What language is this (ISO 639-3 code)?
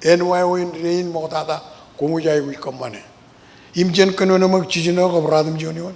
mah